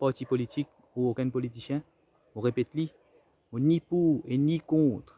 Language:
Morisyen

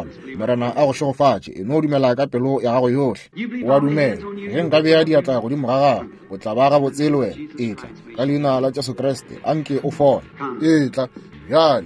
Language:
Northern Sotho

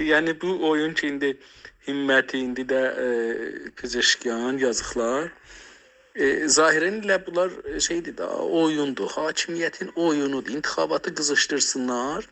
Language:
South Azerbaijani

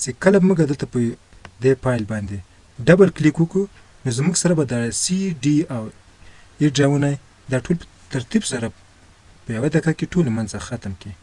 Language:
Pashto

